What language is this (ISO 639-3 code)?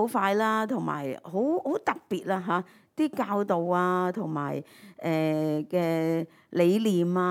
yue